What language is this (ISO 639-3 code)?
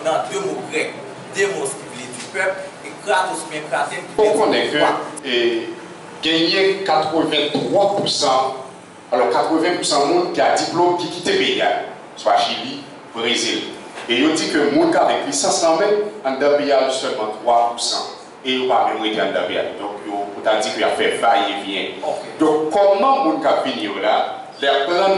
hat